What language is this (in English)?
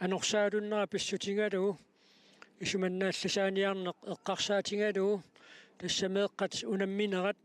Kalaallisut